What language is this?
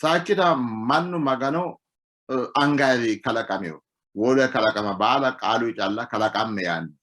Sidamo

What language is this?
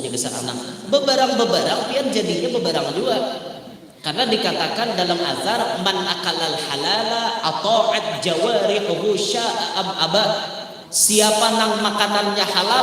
Banjar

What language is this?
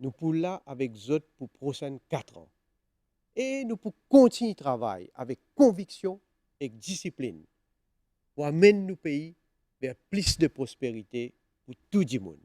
Morisyen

